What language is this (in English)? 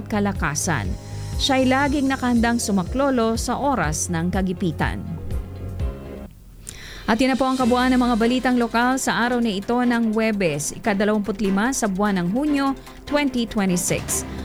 Filipino